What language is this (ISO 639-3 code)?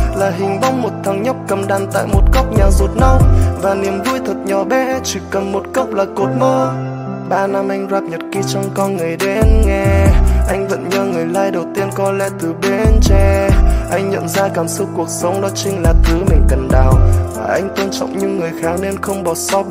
vie